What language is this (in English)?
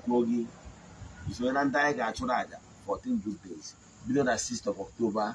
Igbo